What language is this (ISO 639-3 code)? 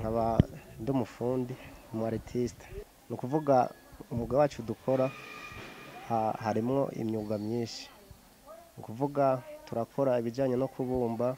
run